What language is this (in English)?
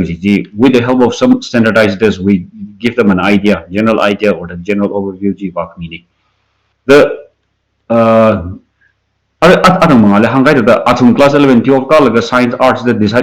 Tangkhul Naga (India)